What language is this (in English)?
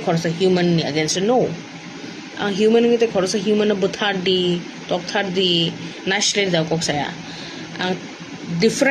Kok Borok